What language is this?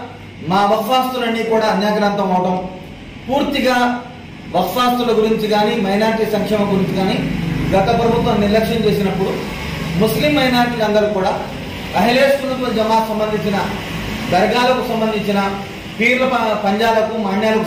Telugu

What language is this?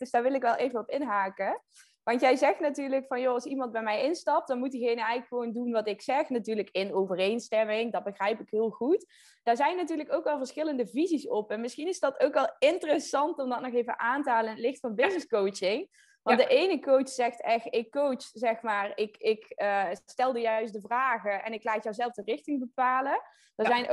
Dutch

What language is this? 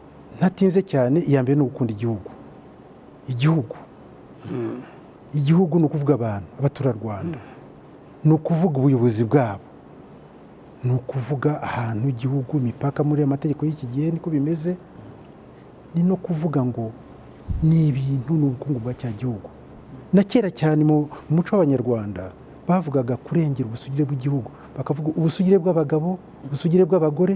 Kinyarwanda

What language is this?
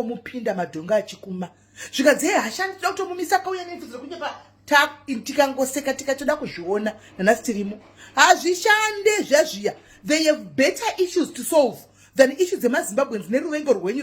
Shona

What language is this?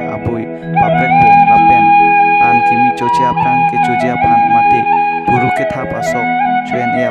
Karbi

